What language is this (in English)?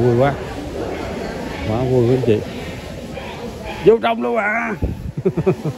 Vietnamese